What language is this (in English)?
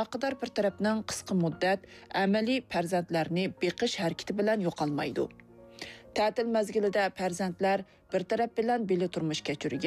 Uyghur